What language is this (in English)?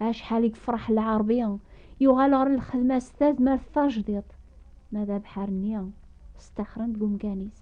Kabyle